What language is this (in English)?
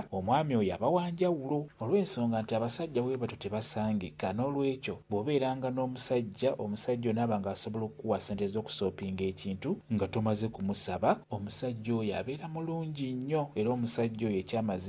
Ganda